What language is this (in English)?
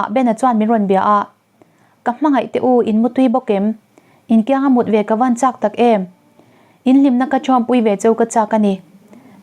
Mizo